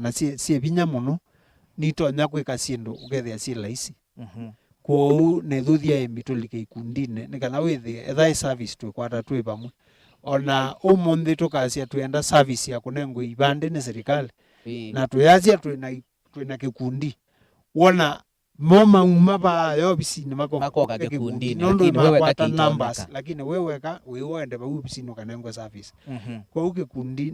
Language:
Kamba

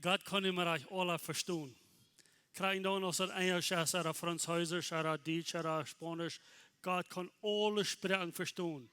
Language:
Plautdietsch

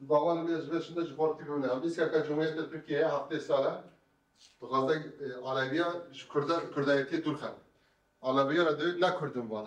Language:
Kurdish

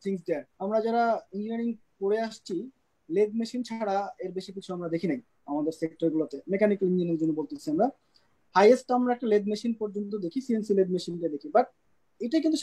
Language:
Bangla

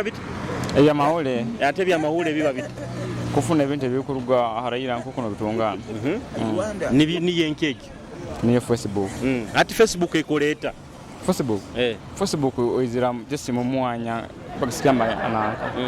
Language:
Nyoro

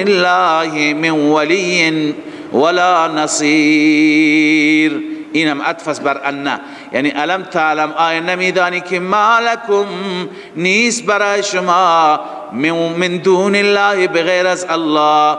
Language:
Persian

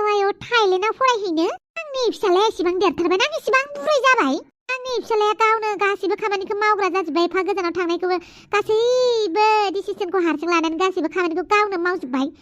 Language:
Bodo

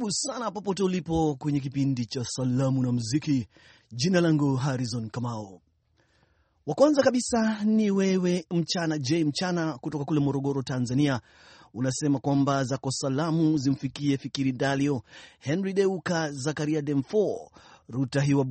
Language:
Swahili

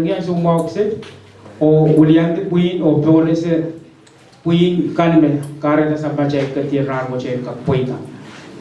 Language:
Pohnpeian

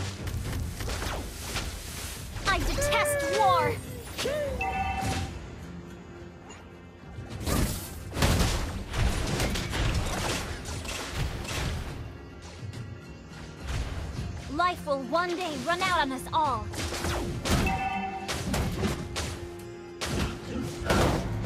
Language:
English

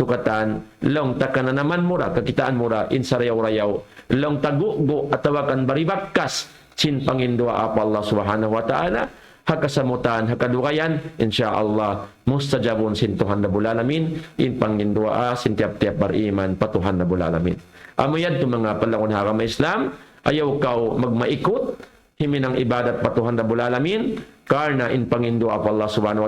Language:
Tausug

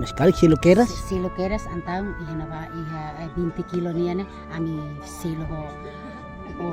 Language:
Tetum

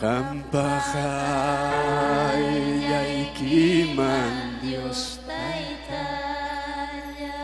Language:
Ayacucho Quechua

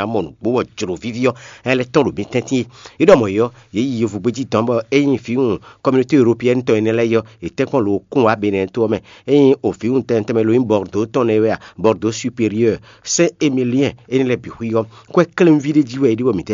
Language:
Fon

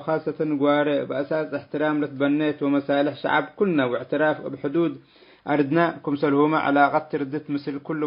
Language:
Tigre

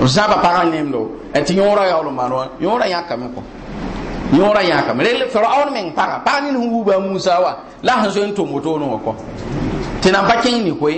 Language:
Mossi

